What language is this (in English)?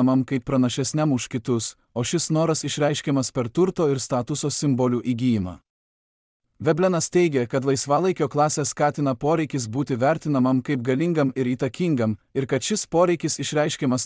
Lithuanian